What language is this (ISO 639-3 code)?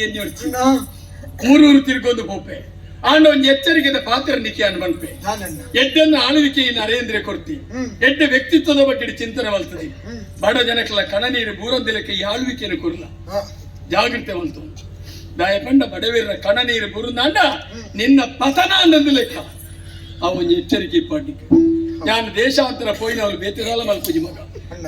tcy